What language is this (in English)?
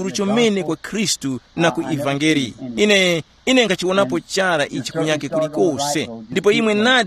Tumbuka